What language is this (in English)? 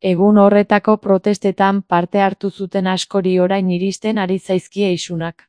Basque